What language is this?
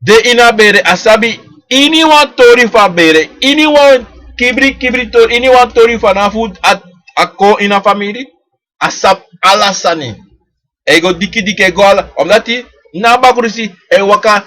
Sranan Tongo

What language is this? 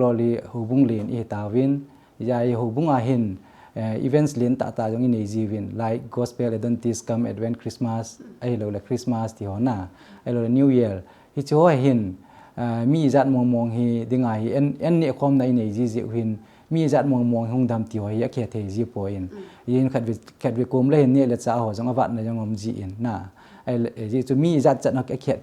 Thado Chin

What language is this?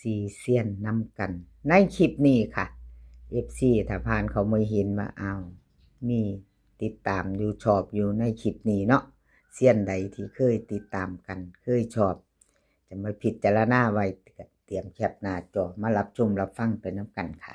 Northeastern Thai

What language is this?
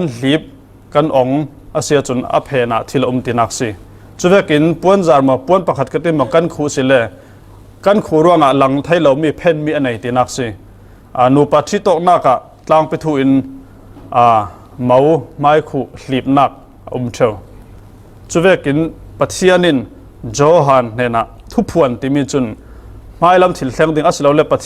Falam Chin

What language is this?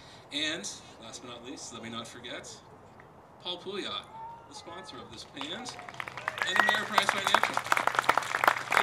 English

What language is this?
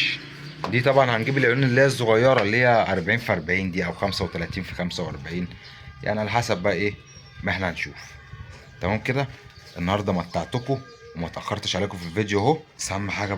Egyptian Arabic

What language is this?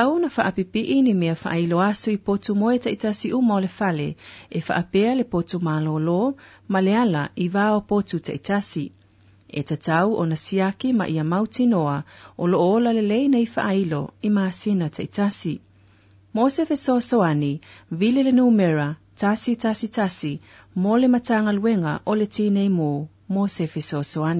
Samoan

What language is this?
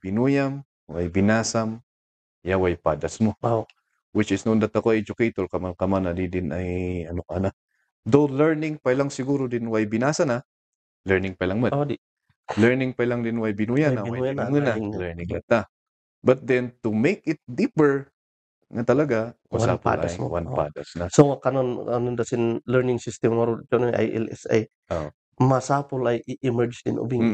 Kankanaey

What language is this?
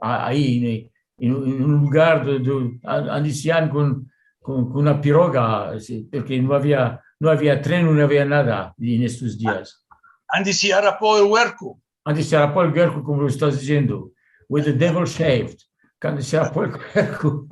Ladino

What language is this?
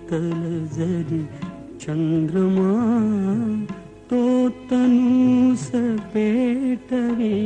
Marathi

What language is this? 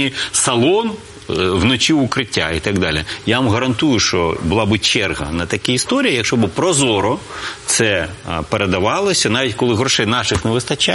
Ukrainian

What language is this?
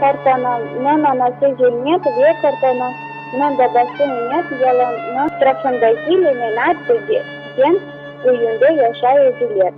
Crimean Tatar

